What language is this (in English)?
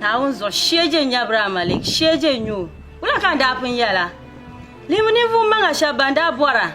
Dagbani